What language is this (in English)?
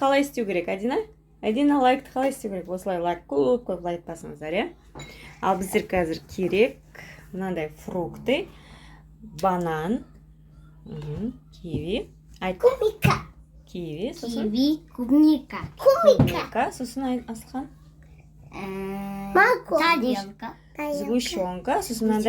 Kazakh